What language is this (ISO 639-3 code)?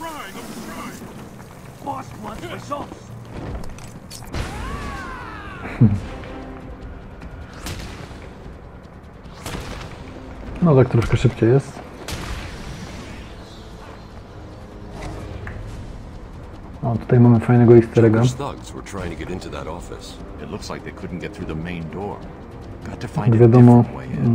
pol